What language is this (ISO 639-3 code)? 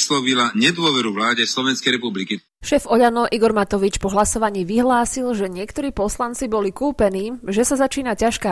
slk